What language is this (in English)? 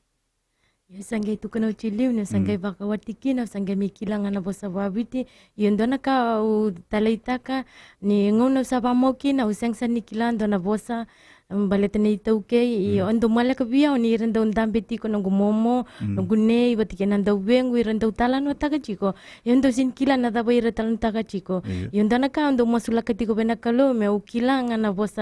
Fijian